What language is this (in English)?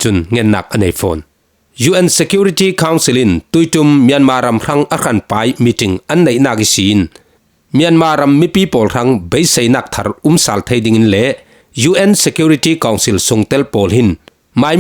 Falam Chin